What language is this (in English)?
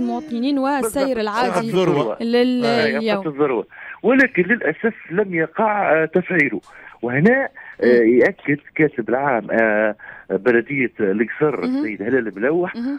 Tunisian Arabic